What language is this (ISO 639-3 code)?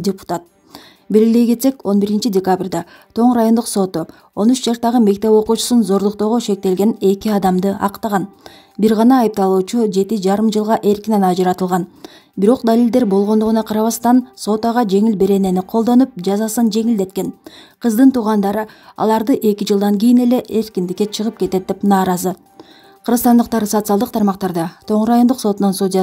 kir